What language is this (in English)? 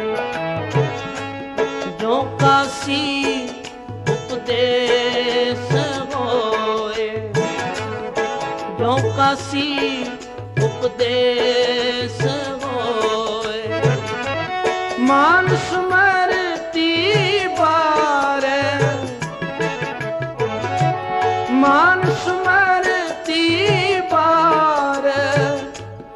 Punjabi